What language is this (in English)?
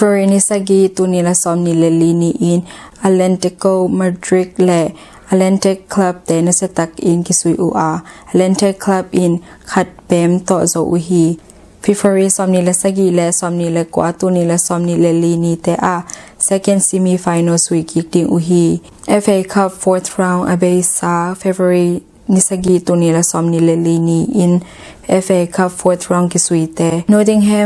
Tedim Chin